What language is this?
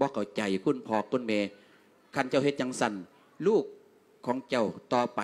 Lao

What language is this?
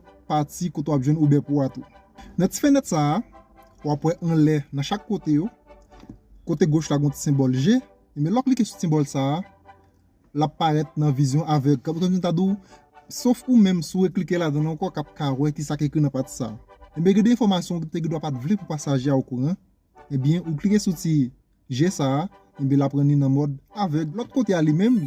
Haitian Creole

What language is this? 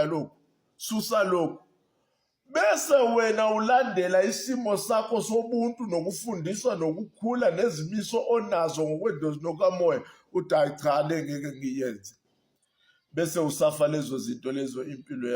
Zulu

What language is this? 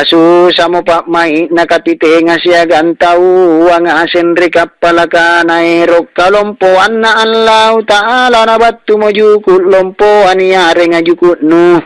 Makasar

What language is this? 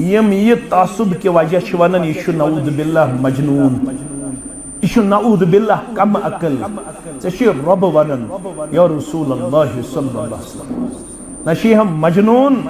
Kashmiri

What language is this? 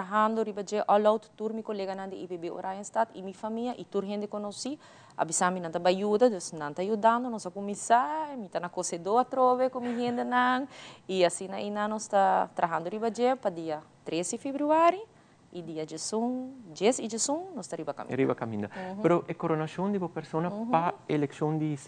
Papiamento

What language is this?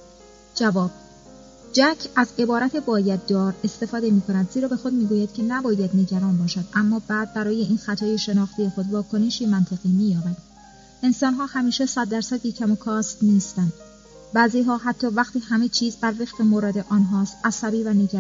Persian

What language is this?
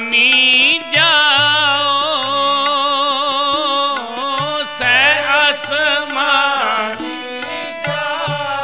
Punjabi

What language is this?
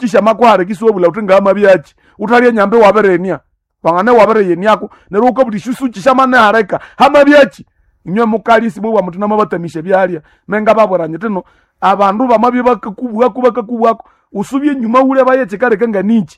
Nande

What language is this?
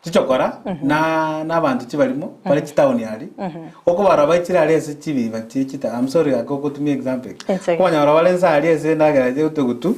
Gusii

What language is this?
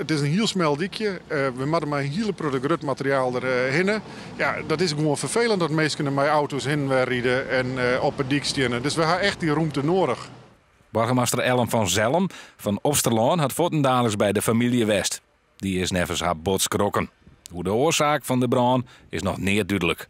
Western Frisian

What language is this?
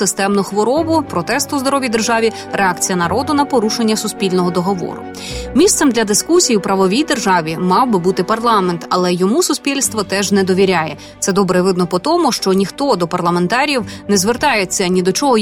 Ukrainian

